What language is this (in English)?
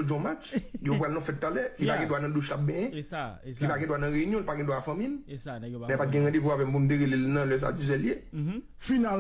Haitian Creole